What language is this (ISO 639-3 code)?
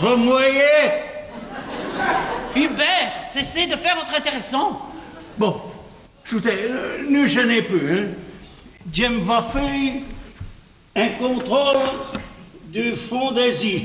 wln